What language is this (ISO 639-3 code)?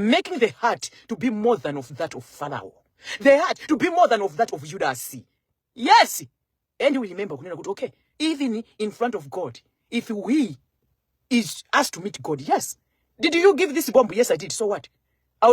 nya